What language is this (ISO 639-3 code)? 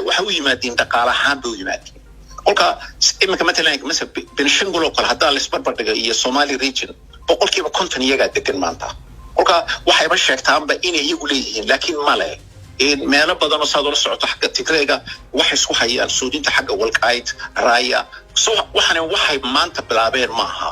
som